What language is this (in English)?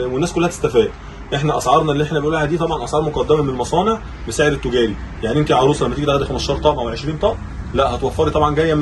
Egyptian Arabic